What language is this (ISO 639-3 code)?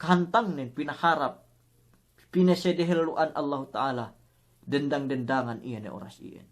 yka